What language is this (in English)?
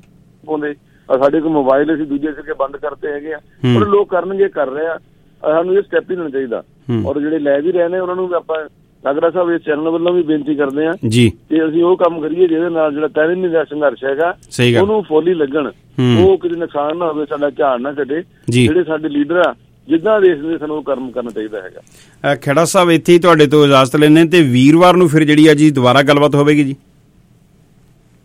Punjabi